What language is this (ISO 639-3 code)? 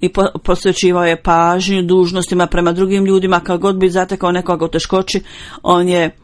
bos